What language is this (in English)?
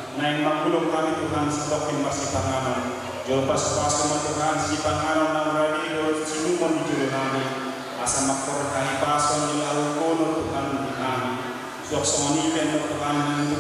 Batak Toba